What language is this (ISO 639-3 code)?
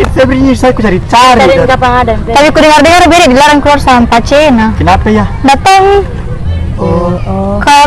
mfp